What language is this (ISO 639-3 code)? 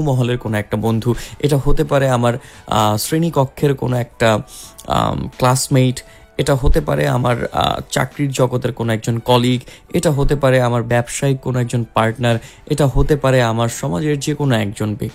ben